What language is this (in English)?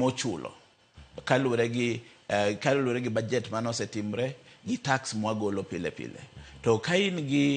Luo (Kenya and Tanzania)